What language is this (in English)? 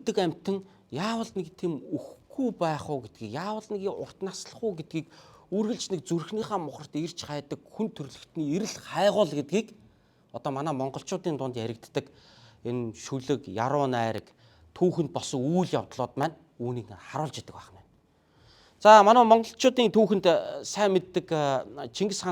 Mongolian